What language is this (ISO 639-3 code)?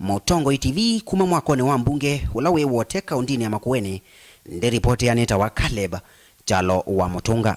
kam